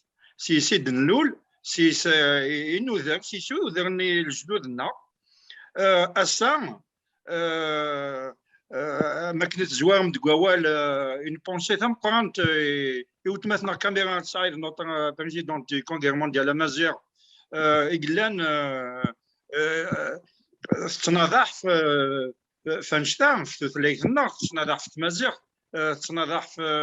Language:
Kabyle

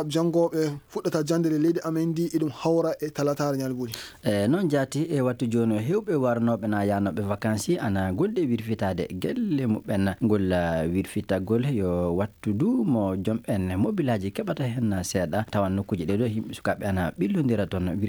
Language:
Fula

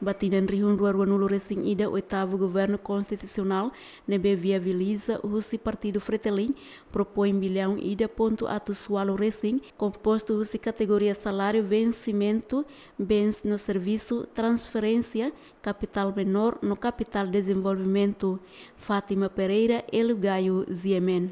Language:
Tetum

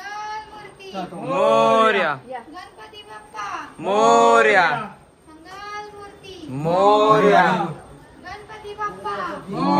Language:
Marathi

